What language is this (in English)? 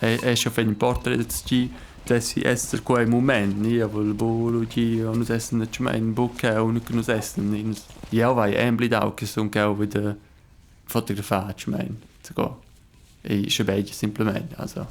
Romansh